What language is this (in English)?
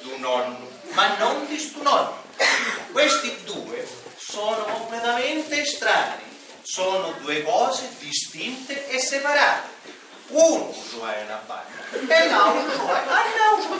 Sicilian